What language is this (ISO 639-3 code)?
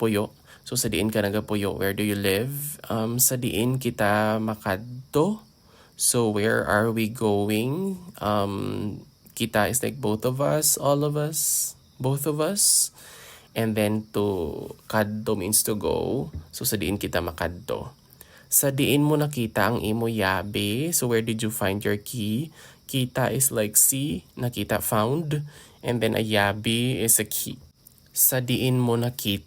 hil